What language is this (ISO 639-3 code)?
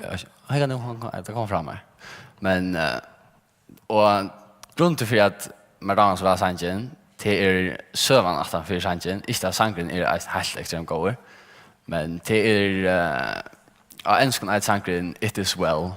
fao